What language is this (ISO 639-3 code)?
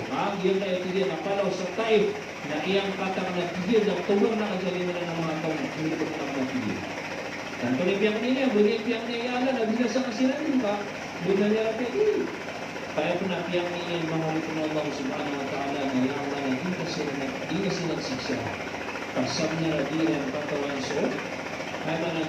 mrw